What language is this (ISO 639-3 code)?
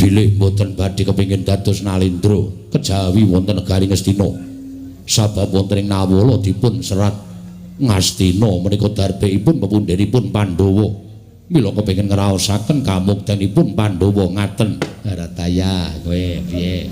jav